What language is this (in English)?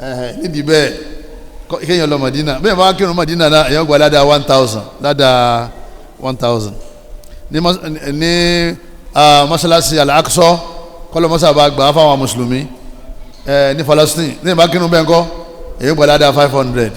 Yoruba